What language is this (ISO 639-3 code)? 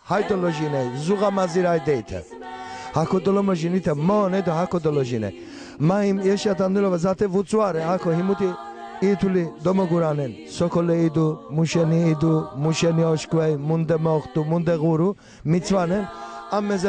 lzz